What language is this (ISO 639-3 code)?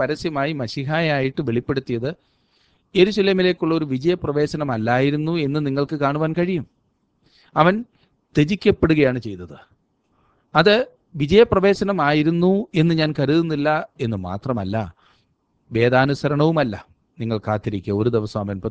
mal